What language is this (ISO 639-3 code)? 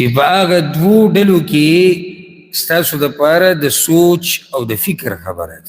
pus